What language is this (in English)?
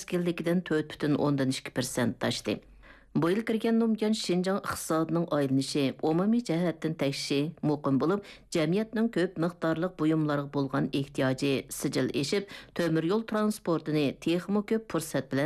Uyghur